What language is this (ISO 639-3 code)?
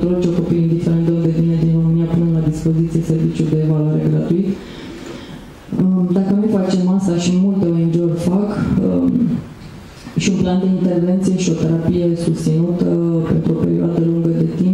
ron